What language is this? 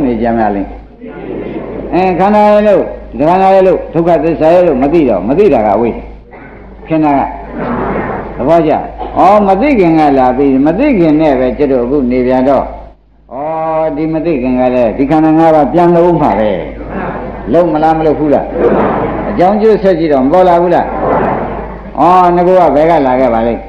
Burmese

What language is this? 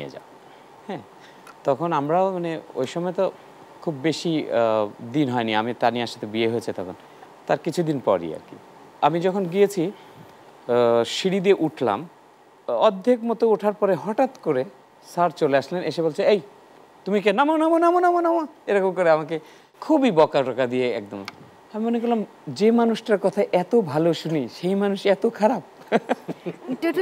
Bangla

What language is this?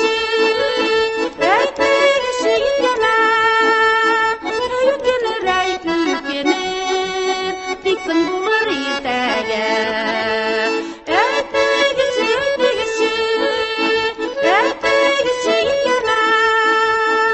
Tatar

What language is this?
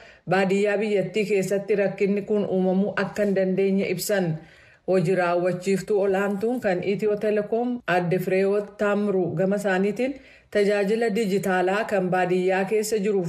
Oromo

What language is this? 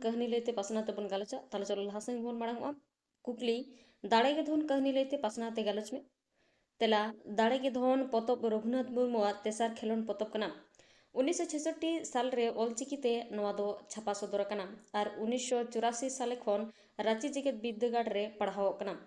Santali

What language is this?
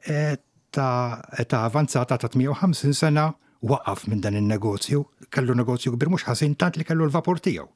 Maltese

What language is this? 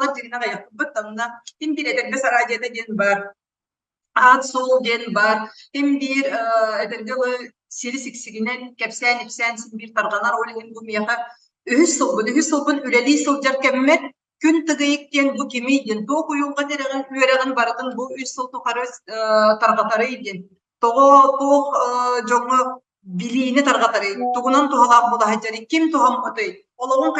Yakut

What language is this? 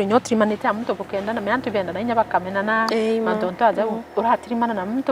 Meru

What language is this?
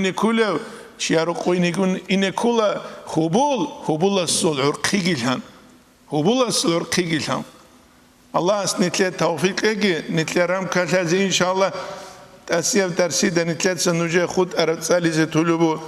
Avaric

